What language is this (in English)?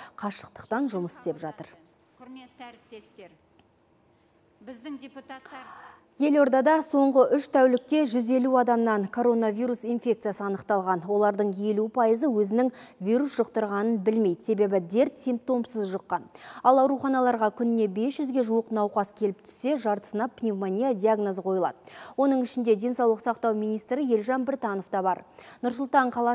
Kazakh